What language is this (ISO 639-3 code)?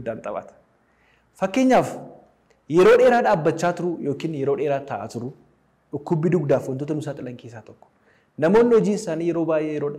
orm